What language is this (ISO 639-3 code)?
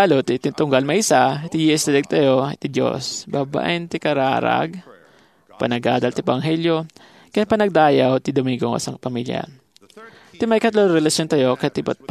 ilo